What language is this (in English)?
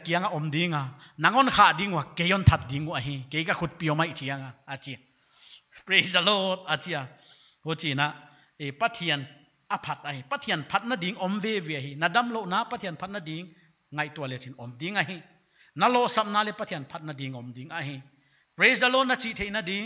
Paite Chin